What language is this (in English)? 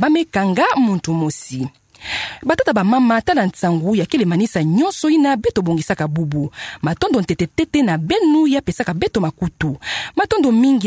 Kituba (Democratic Republic of Congo)